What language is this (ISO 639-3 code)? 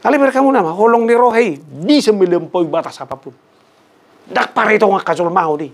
bbc